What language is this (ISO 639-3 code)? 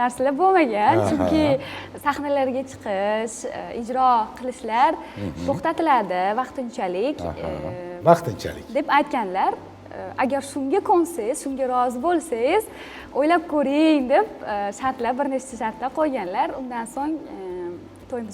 uzb